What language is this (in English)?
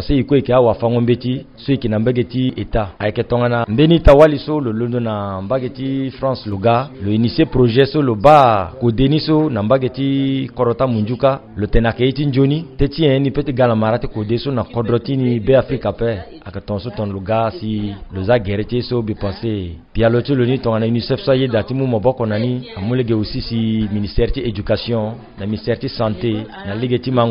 Sango